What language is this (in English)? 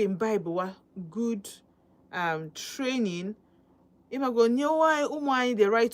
Igbo